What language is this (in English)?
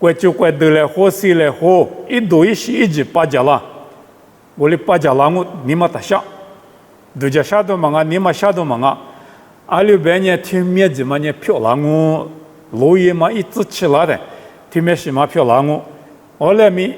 Lisu